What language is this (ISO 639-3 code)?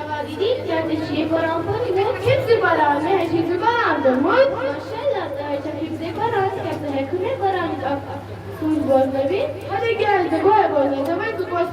kas